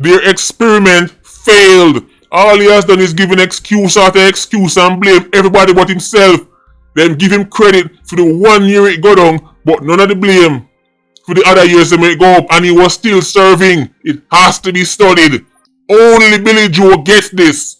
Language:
Jamaican Creole English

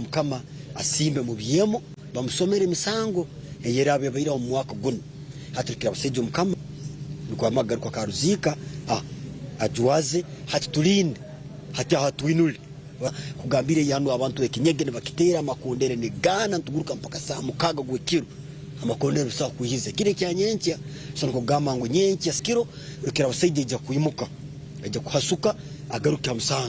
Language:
Nyankole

